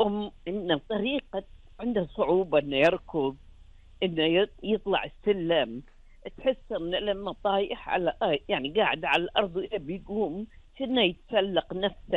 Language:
Gulf Arabic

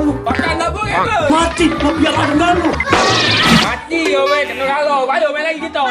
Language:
Musi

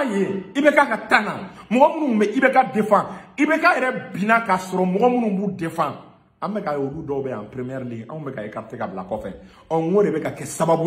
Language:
Bambara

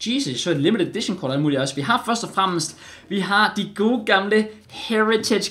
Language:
Danish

